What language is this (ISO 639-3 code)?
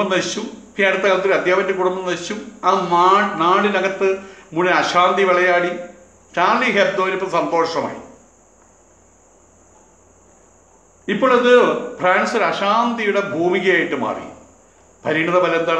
mal